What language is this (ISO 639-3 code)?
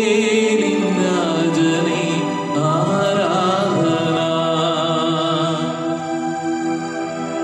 mal